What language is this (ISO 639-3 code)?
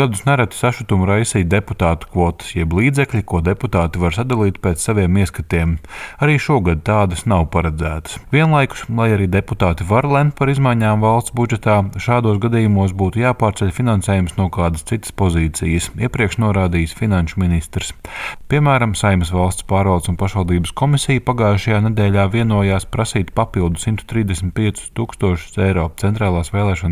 lav